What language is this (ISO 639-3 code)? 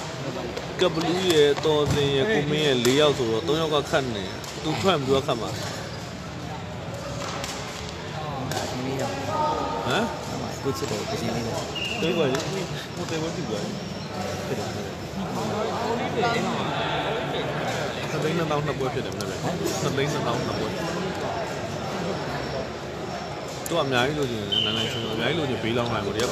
mya